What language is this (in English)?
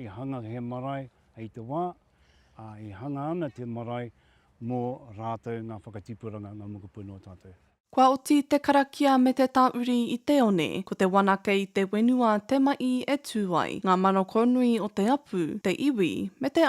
Māori